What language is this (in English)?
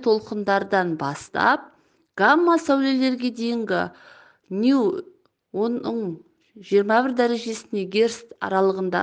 Kazakh